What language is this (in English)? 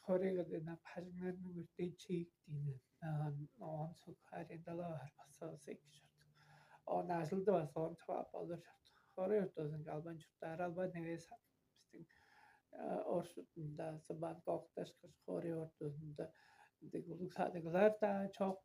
Tuvinian